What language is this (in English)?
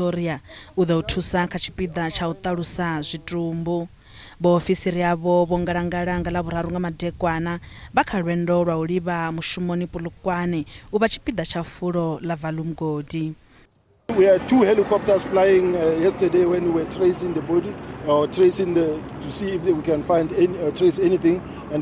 Venda